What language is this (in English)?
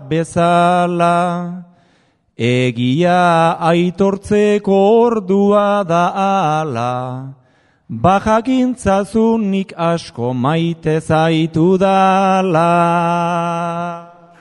Basque